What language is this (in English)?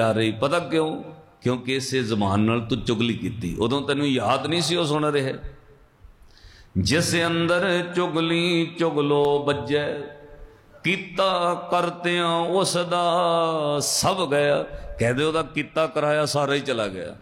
Punjabi